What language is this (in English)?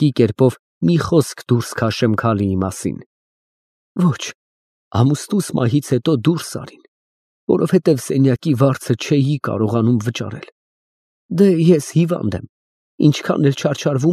Armenian